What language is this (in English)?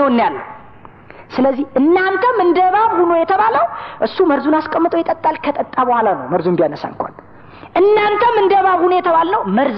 Amharic